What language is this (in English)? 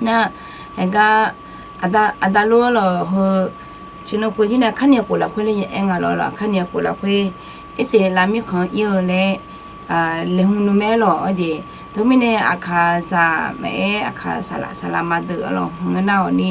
Akha